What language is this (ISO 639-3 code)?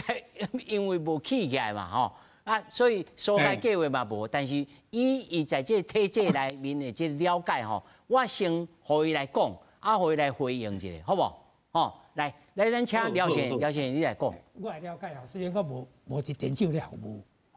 nan